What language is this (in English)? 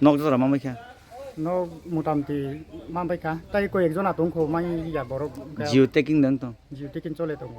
Kok Borok